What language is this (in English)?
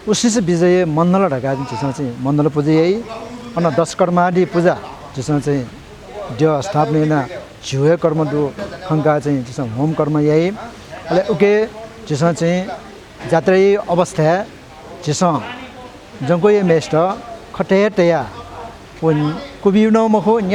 Newari